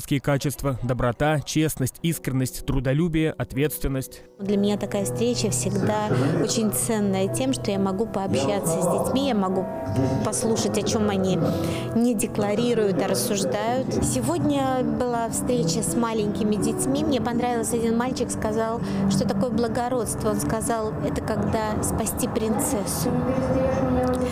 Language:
Russian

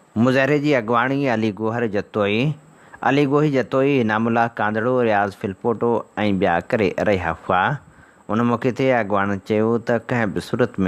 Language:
Sindhi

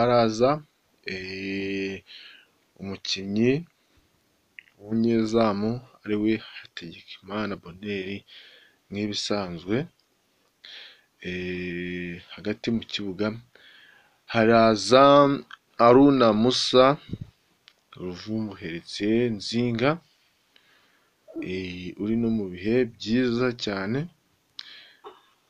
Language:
Kinyarwanda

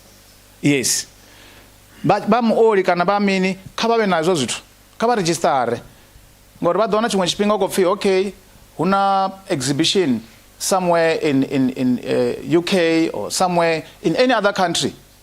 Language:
Venda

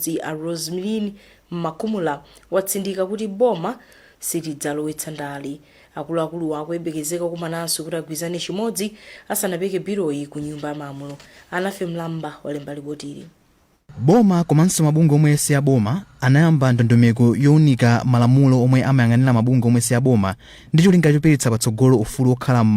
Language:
Nyanja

